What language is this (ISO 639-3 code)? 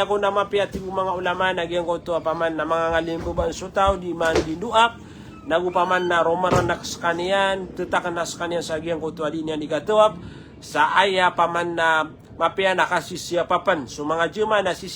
mrw